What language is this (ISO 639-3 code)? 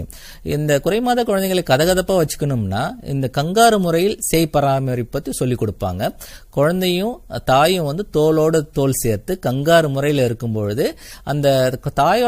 tam